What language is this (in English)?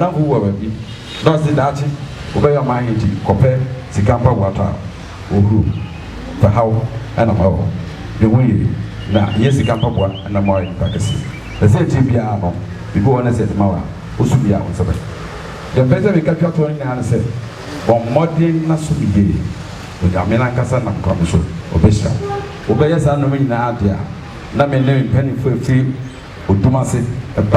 Akan